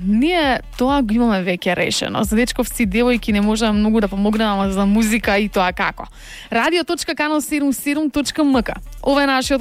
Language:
Macedonian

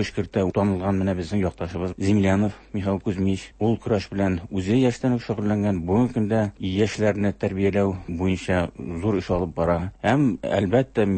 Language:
Tatar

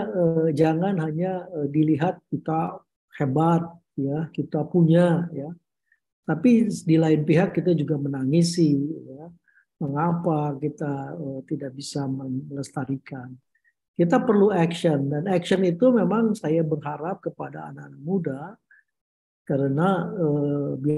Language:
Indonesian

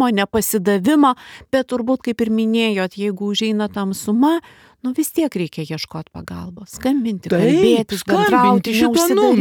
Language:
Lithuanian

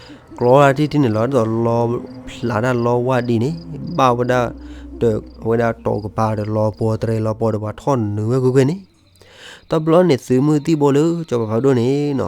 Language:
S'gaw Karen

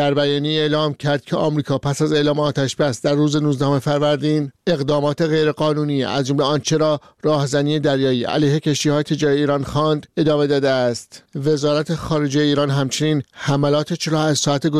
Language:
Persian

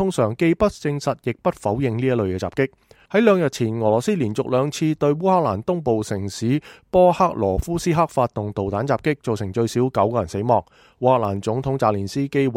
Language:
Cantonese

